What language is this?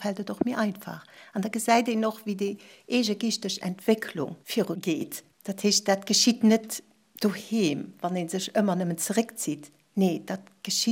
Luxembourgish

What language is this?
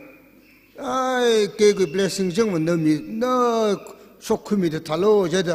Tangkhul Naga (India)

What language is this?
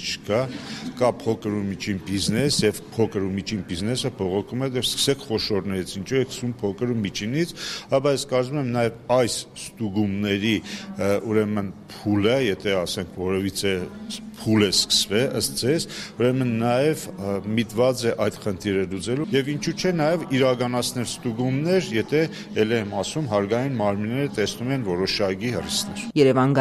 Armenian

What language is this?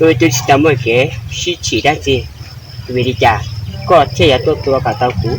Hmong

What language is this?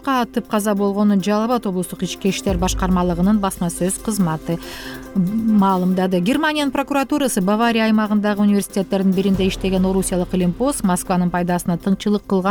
Kyrgyz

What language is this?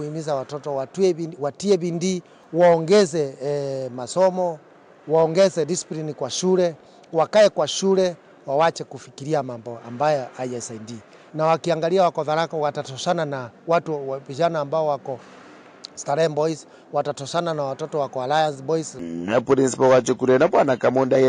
Meru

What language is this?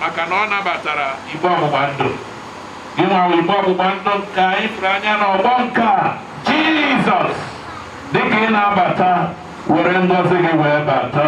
Igbo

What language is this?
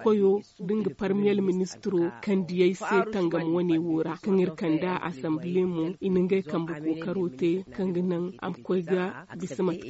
Zarma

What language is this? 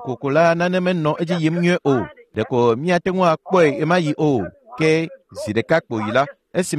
Ewe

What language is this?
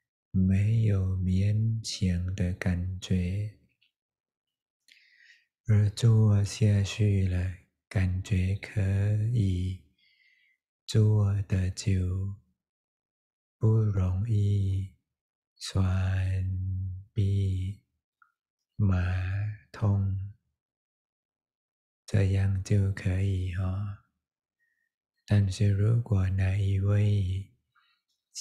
Chinese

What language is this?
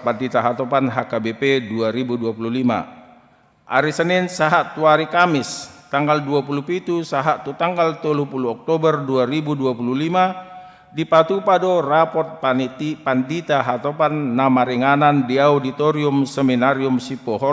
Batak Toba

